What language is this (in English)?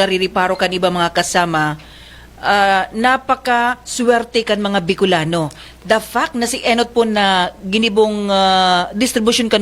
Bikol